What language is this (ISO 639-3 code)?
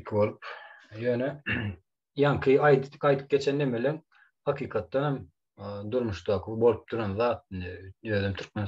tuk